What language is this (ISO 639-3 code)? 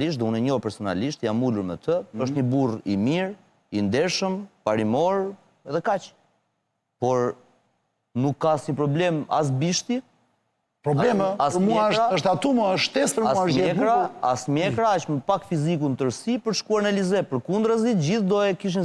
sqi